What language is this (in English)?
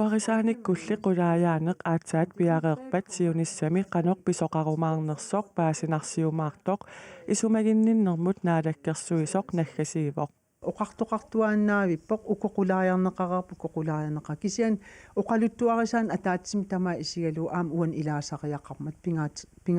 Kalaallisut